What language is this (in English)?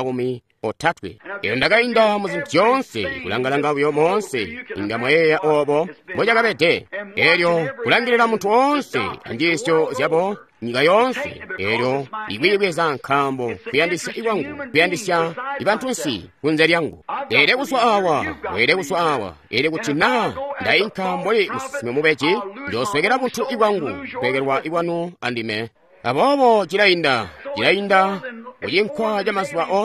Tonga (Zambia)